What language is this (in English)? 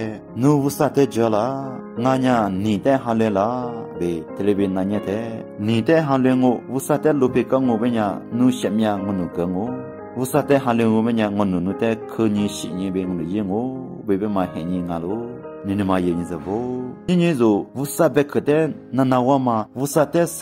Lisu